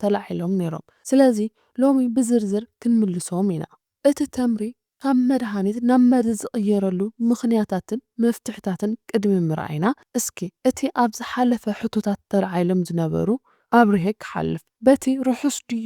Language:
Tigrinya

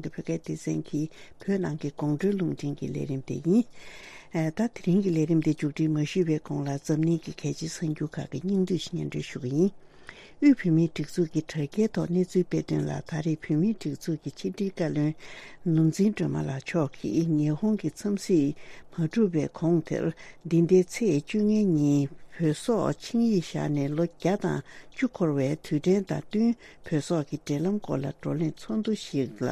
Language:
Tibetan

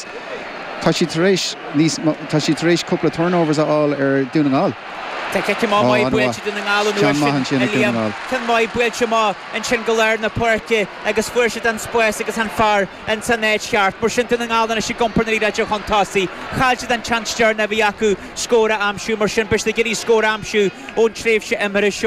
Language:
Irish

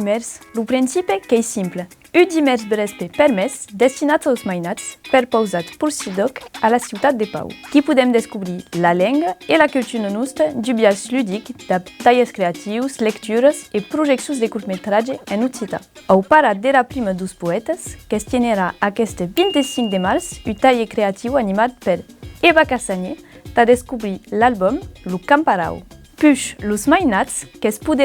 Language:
Occitan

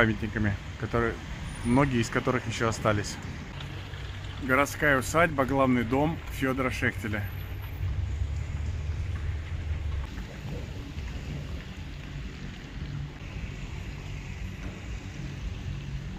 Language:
Russian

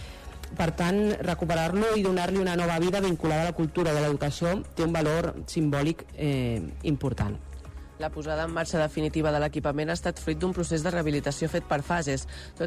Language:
Catalan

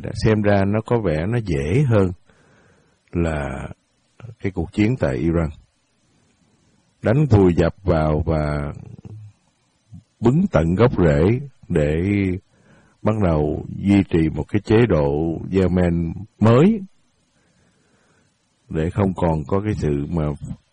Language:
Vietnamese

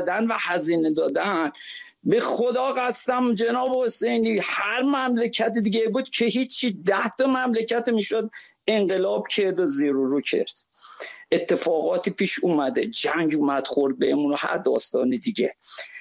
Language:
Persian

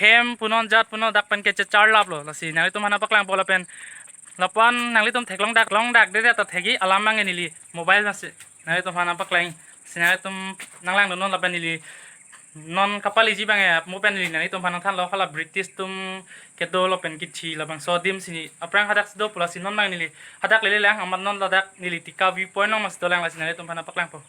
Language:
Karbi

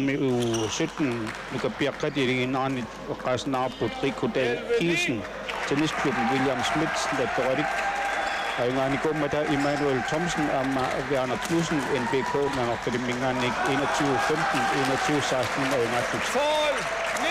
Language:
Kalaallisut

